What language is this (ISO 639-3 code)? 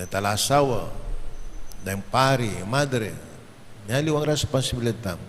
pam